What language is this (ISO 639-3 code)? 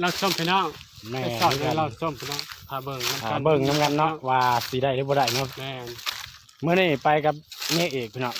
tts